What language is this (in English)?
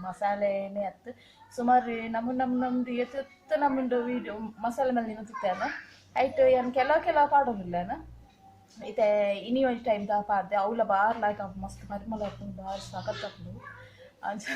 Tulu